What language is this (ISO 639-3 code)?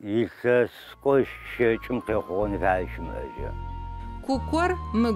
ady